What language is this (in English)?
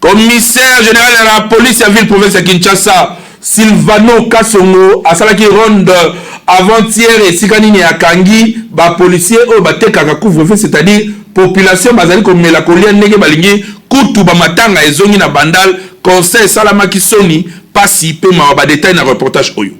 Lingala